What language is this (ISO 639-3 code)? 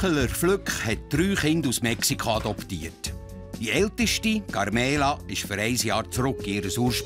gsw